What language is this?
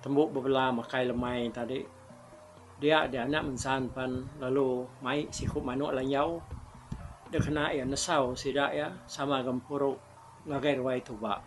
Iban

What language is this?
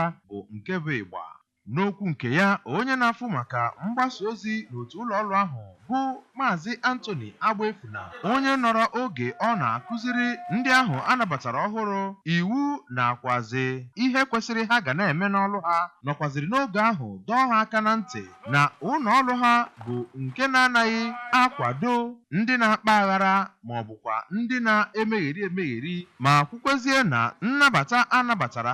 Igbo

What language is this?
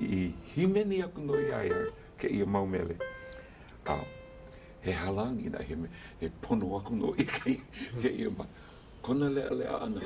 Hawaiian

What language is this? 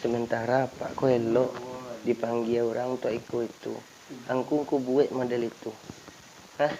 Minangkabau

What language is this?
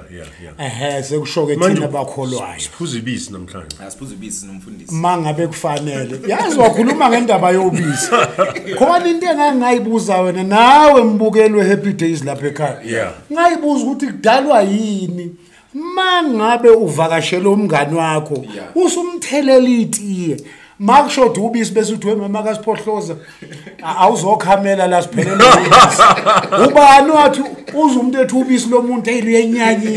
Zulu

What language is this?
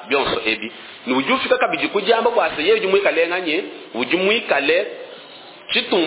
Luba-Lulua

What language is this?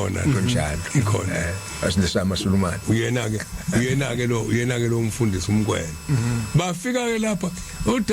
Zulu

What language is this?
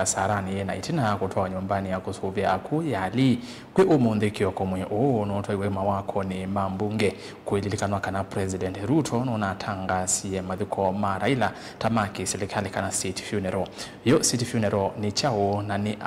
Kamba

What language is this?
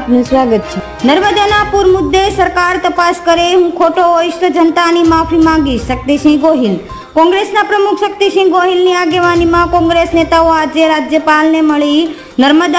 Gujarati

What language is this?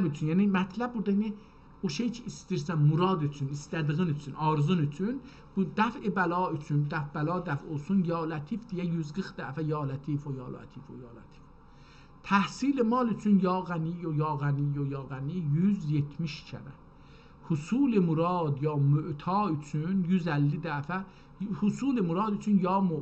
South Azerbaijani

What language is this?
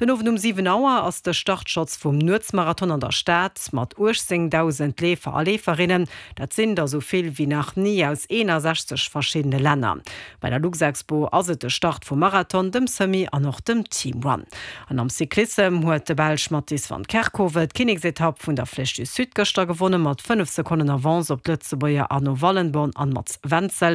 Luxembourgish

